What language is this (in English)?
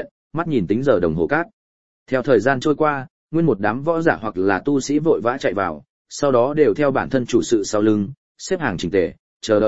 Vietnamese